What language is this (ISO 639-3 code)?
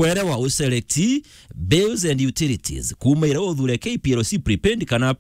mer